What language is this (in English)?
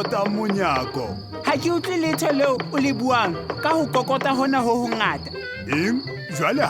Southern Sotho